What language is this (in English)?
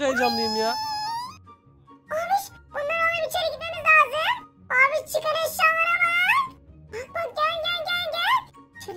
Turkish